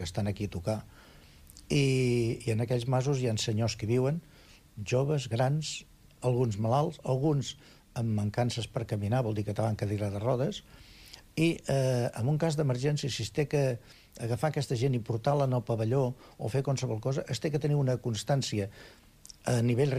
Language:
Catalan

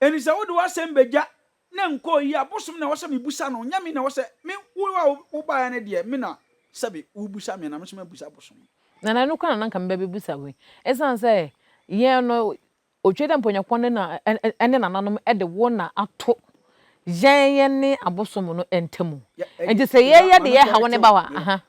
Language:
Akan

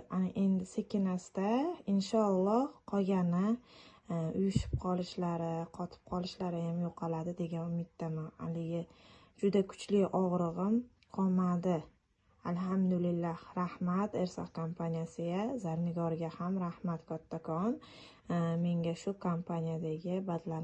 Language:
Uzbek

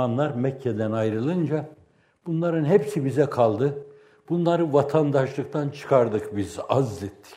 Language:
Turkish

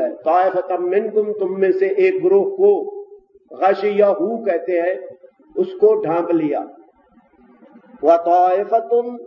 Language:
Urdu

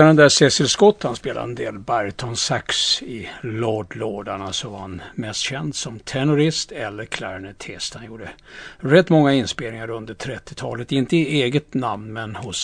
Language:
Swedish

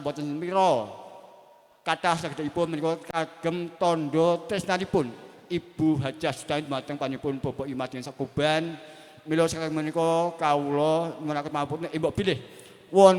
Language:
Javanese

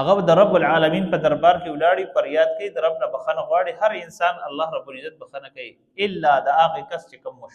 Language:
Pashto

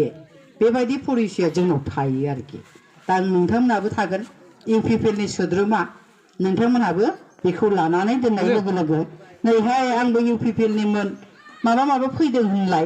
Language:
Bodo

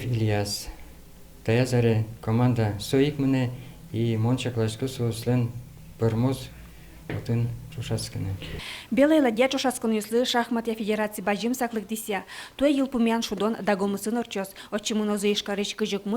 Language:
Udmurt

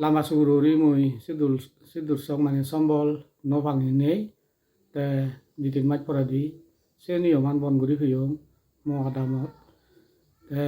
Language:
Chakma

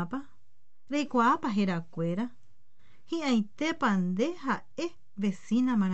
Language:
Guarani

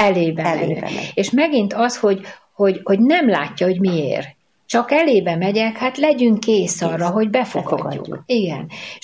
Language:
Hungarian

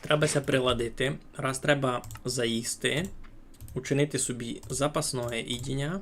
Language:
Rusyn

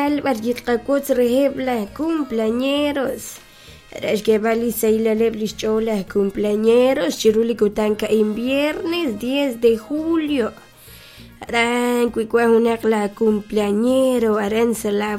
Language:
Kekchí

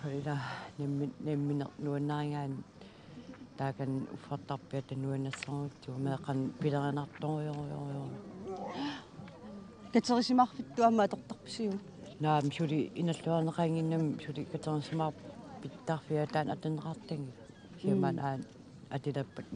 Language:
Kalaallisut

